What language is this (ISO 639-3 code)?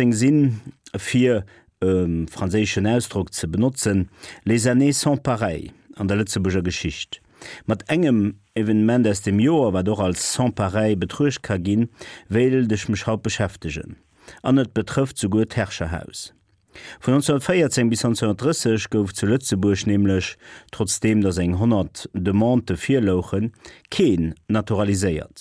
ltz